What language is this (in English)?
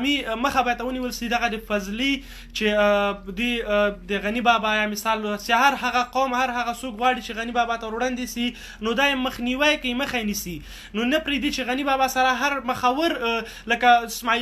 Pashto